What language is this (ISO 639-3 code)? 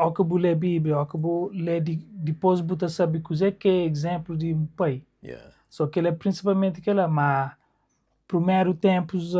kea